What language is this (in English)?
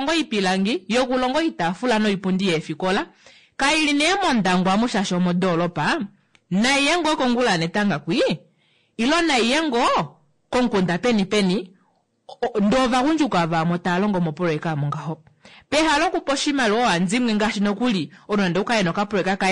Kuanyama